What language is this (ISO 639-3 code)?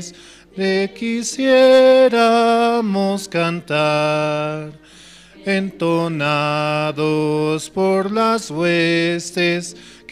quh